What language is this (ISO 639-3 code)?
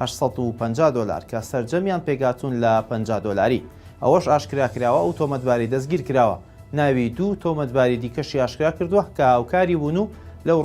ckb